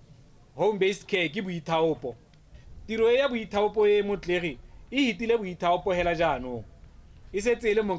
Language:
Tswana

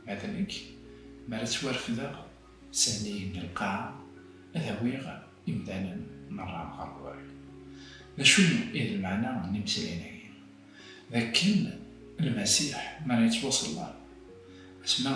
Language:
Kabyle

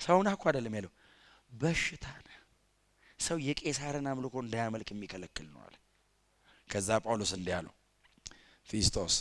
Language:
Amharic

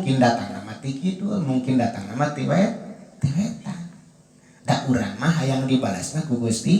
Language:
Sundanese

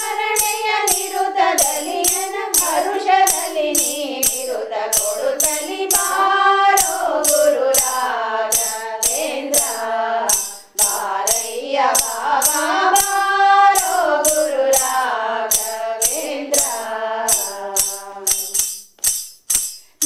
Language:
Kannada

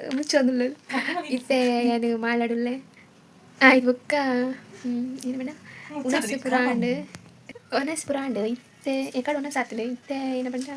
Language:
Tulu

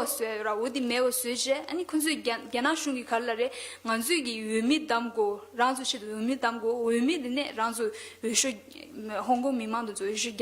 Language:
Tibetan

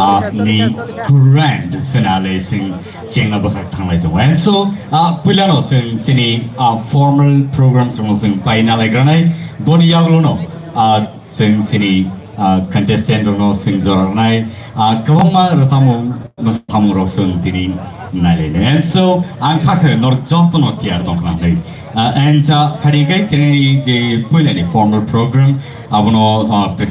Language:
Kok Borok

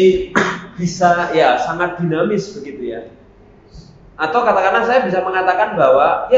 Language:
Indonesian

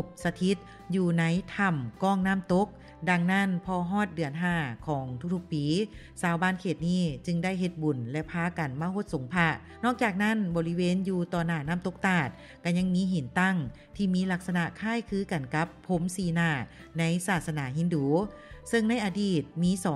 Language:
Lao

